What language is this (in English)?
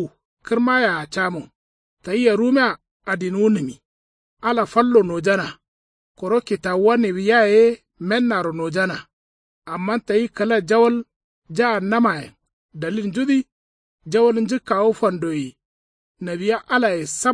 Kanuri